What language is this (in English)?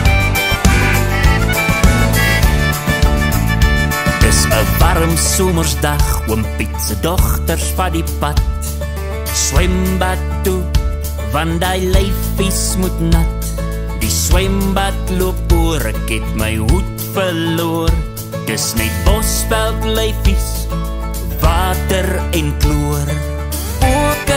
Afrikaans